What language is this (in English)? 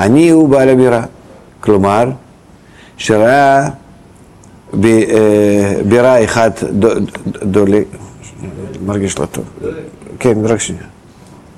Hebrew